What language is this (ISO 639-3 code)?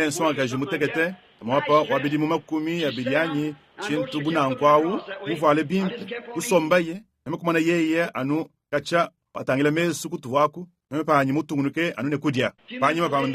lua